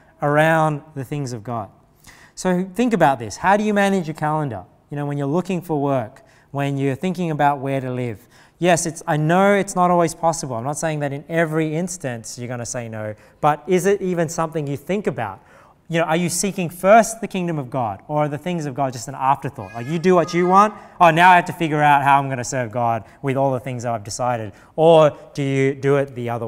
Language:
English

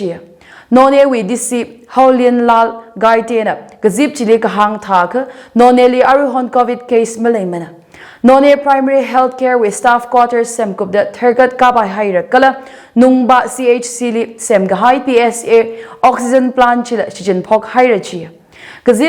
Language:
Tangkhul Naga (India)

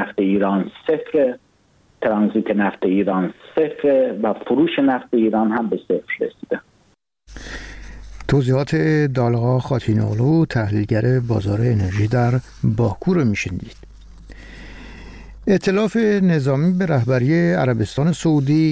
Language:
Persian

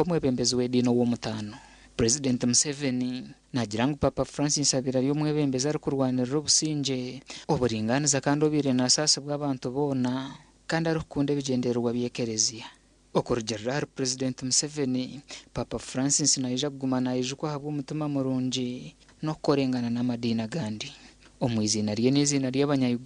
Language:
Nyankole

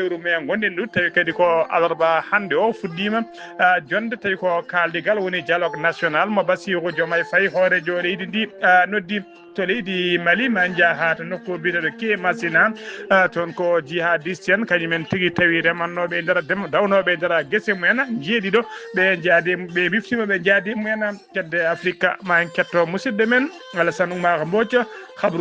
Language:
Fula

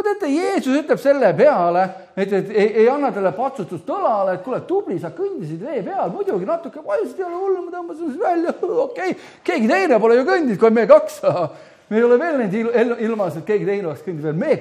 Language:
Estonian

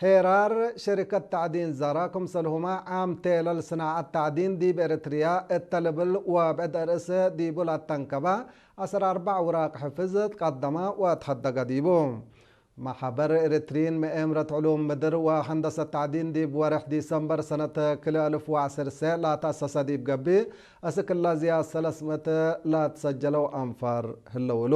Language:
Tigre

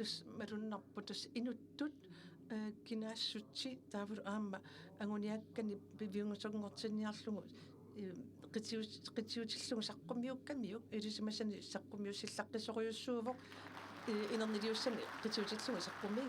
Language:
Kalaallisut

